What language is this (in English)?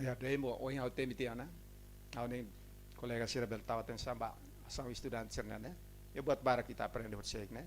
Tetum